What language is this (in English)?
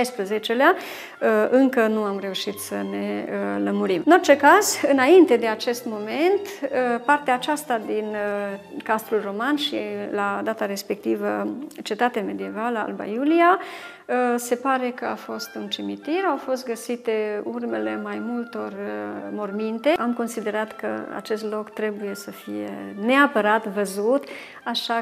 Romanian